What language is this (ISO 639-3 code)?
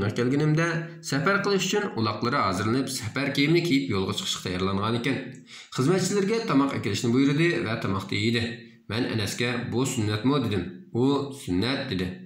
uig